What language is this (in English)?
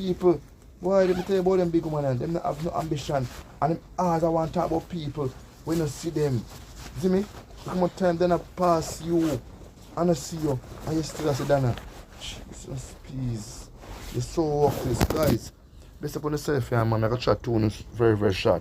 Jamaican Creole English